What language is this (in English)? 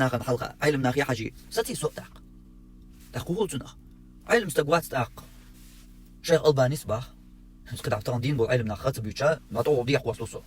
Chechen